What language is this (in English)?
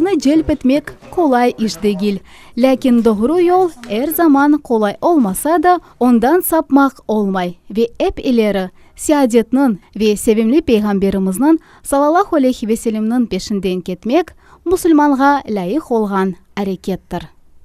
Crimean Tatar